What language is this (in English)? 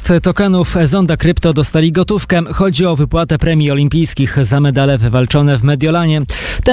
Polish